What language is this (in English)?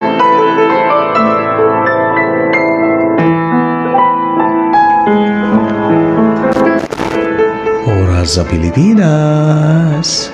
Waray